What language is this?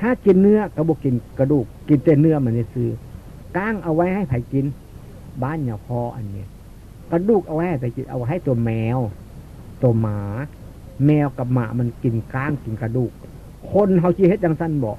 Northeastern Thai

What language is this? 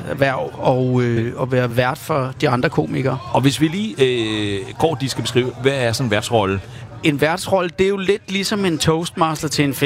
Danish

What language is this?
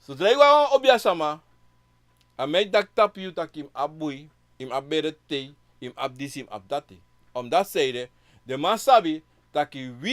Sranan Tongo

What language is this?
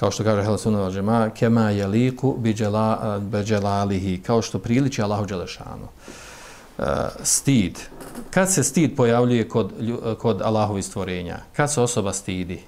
Bosnian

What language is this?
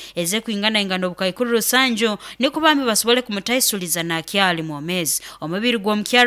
Nyoro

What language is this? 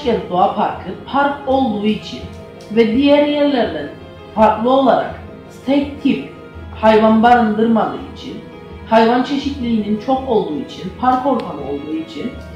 Turkish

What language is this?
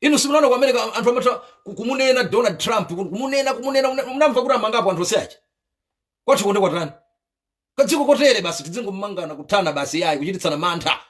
Nyanja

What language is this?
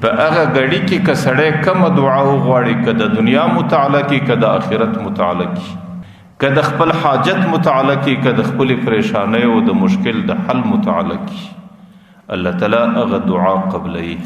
Pashto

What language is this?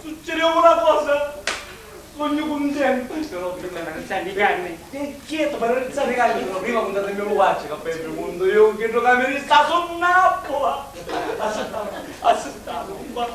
Sicilian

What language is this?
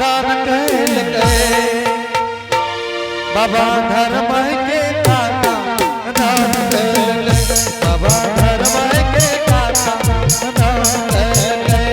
Angika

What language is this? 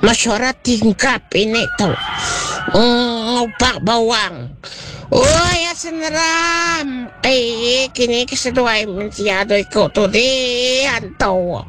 Iban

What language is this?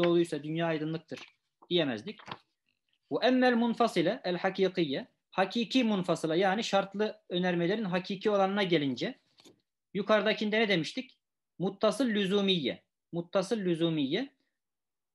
Turkish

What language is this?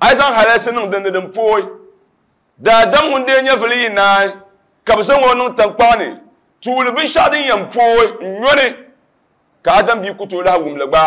Dagbani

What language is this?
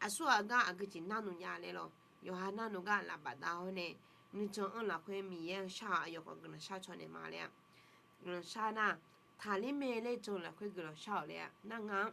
Akha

